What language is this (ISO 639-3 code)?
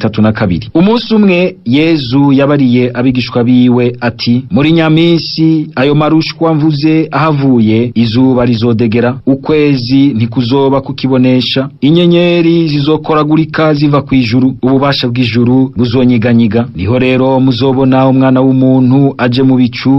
run